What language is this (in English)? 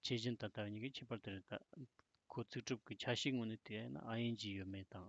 Tibetan